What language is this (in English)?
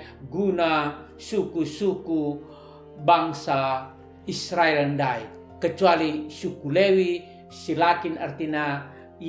Batak Karo